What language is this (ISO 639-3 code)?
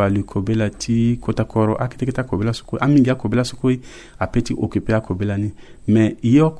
sag